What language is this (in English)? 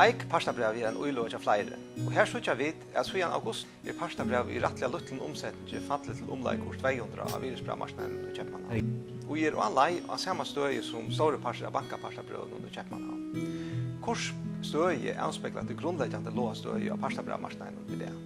Faroese